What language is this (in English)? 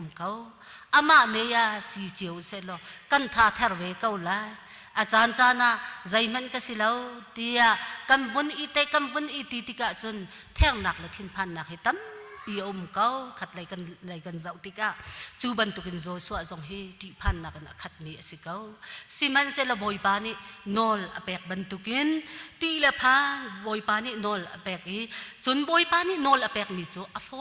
Hakha Chin